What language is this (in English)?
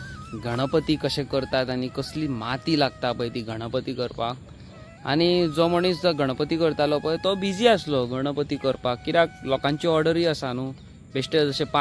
Konkani